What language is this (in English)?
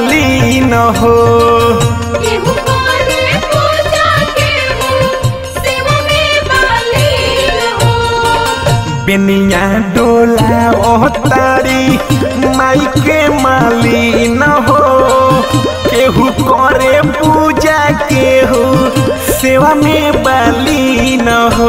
Bhojpuri